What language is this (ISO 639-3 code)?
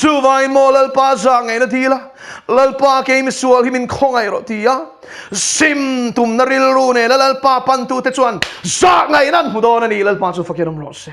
lus